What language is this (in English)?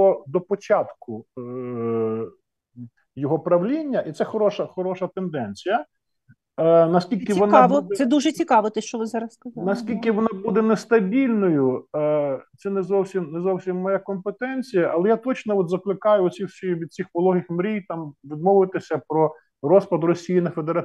Ukrainian